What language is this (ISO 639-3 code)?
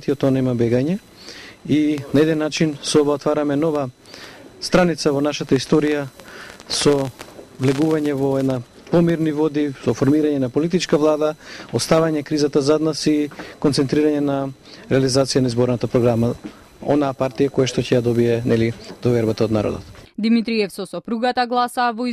mkd